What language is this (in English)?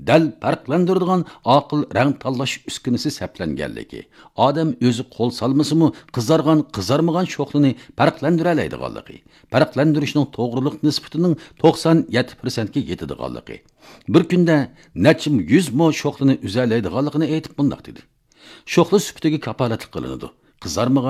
Uyghur